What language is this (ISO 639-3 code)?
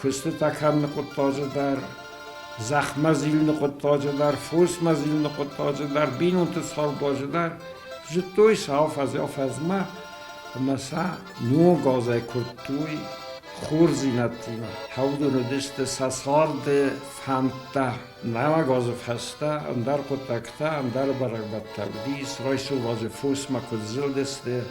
oss